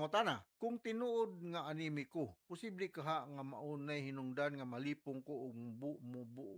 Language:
Cebuano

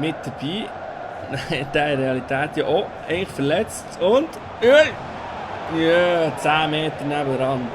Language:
Swiss German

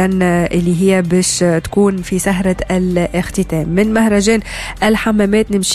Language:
Tunisian Arabic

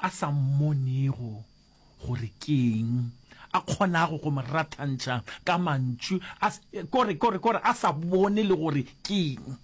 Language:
Northern Sotho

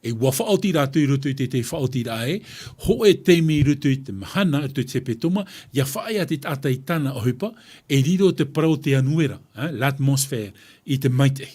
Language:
Tahitian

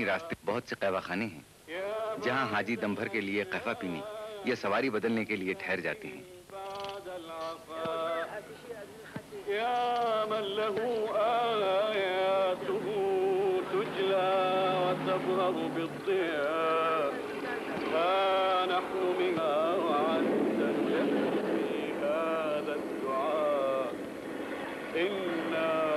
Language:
Urdu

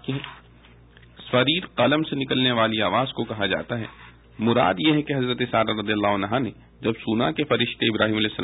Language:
Urdu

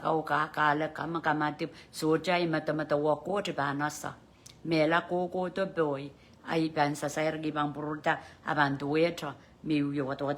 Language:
Pohnpeian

